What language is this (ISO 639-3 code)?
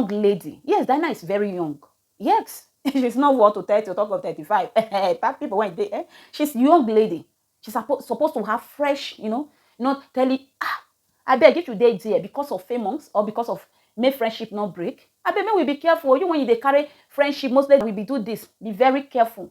pcm